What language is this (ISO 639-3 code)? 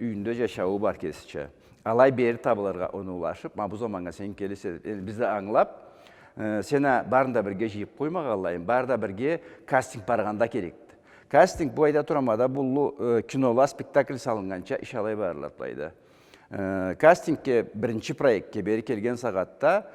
krc